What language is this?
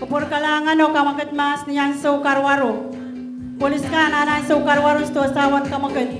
Pohnpeian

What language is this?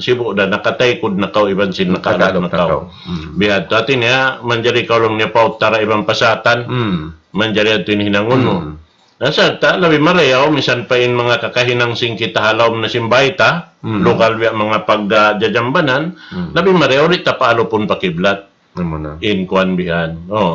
Tausug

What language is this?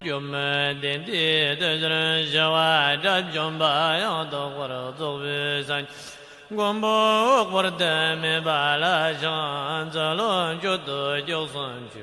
Tibetan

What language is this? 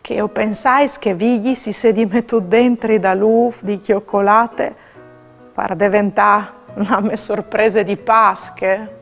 Friulian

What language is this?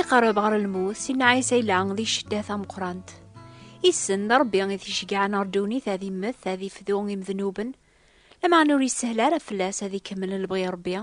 Kabyle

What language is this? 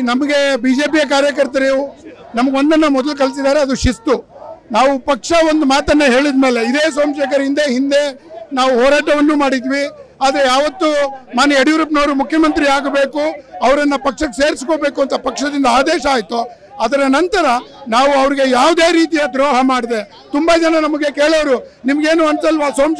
Kannada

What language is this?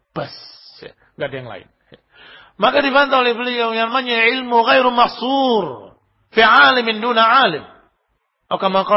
Indonesian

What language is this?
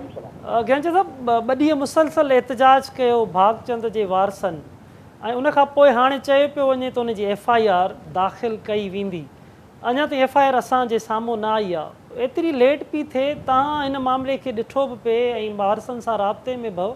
Sindhi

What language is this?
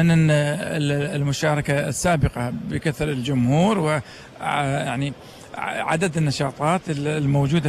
Gulf Arabic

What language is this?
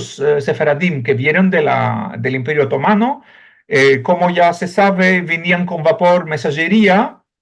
Ladino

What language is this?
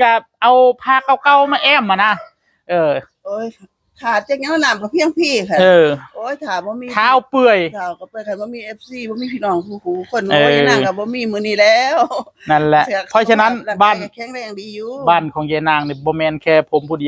Northeastern Thai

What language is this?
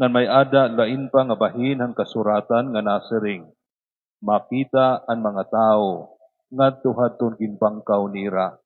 Waray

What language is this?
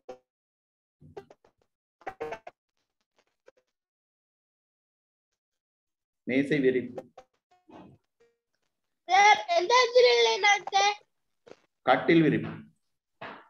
Tamil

